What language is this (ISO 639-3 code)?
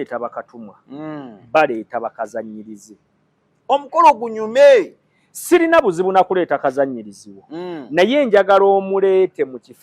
lug